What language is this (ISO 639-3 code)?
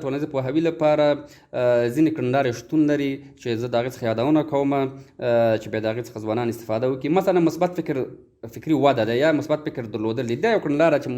pus